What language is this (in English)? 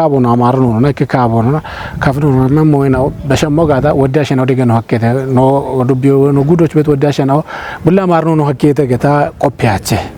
Kafa